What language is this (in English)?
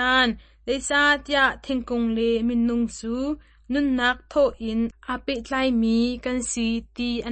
Hakha Chin